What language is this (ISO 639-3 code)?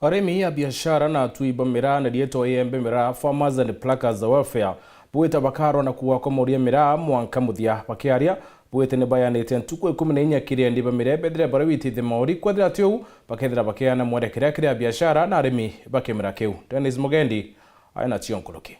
mer